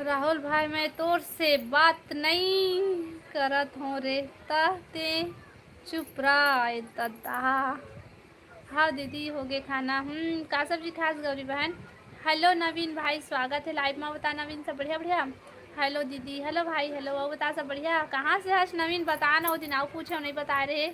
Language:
Chhattisgarhi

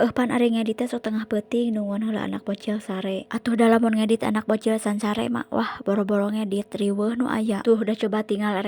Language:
Sundanese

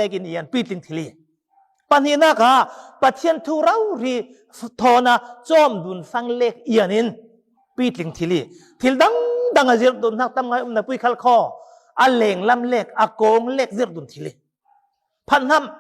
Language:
Falam Chin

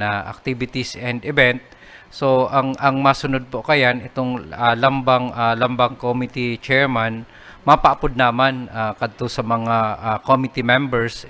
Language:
Bikol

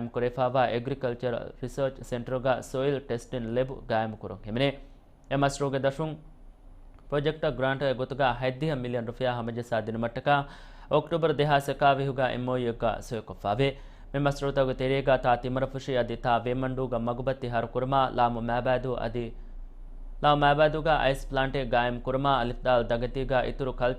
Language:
Divehi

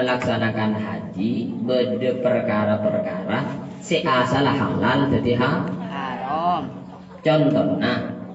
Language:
Madurese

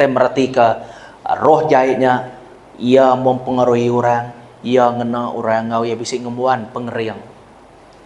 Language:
Iban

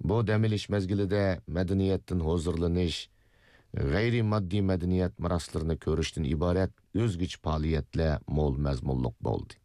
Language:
Uyghur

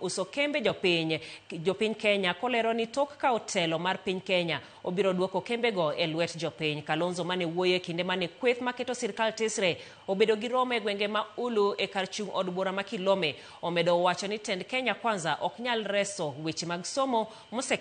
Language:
Luo (Kenya and Tanzania)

